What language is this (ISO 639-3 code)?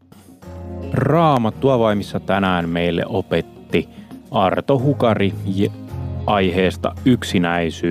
fin